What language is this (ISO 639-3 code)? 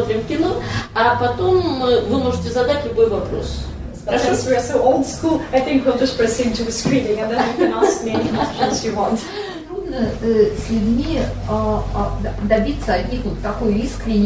rus